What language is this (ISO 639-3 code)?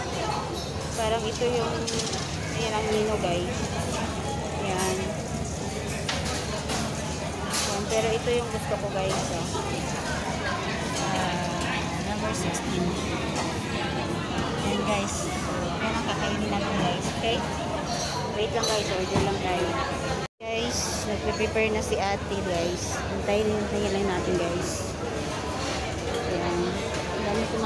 fil